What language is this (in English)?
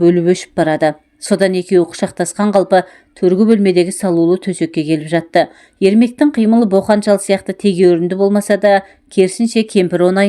Kazakh